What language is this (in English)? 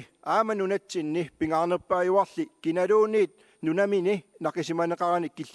Kalaallisut